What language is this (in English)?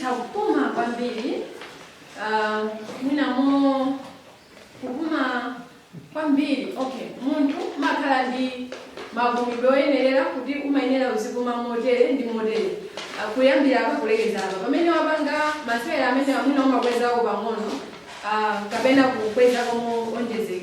Nyanja